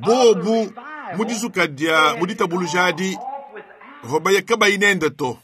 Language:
Luba-Lulua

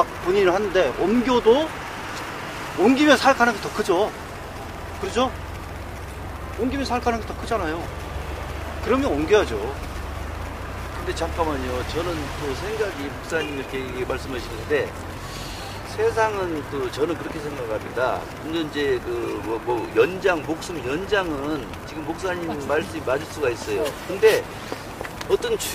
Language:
Korean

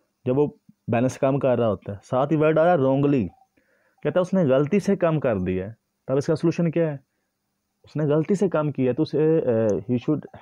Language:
Hindi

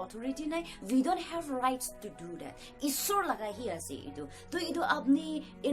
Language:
Naga Pidgin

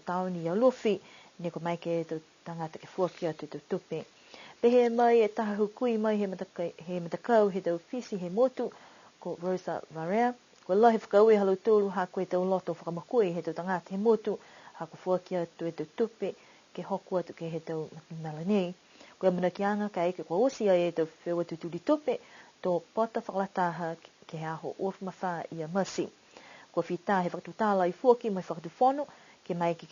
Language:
Niuean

